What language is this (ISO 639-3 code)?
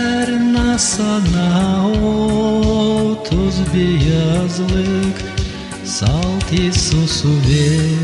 gag